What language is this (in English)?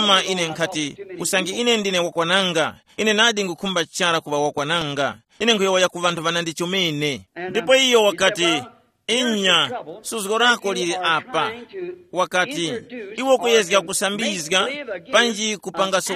Tumbuka